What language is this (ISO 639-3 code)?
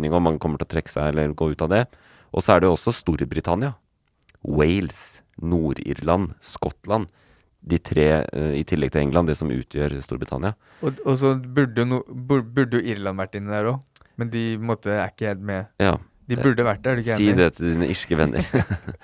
nor